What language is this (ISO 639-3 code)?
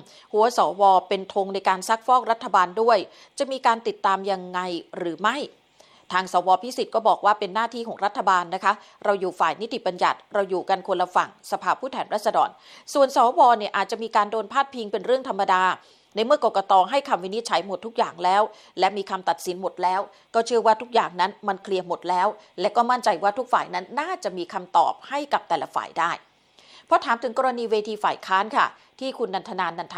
tha